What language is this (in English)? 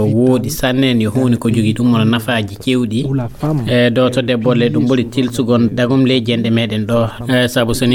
Fula